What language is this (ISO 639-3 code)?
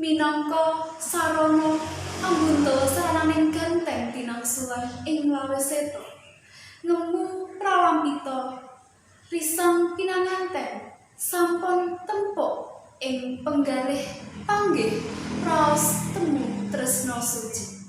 jav